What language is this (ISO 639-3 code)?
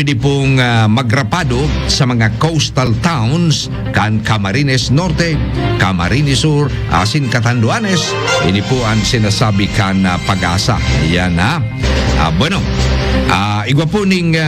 bik